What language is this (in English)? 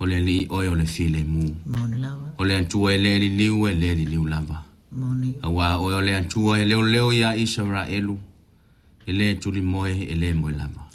Samoan